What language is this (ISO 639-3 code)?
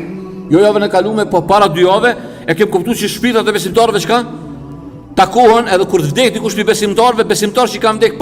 sqi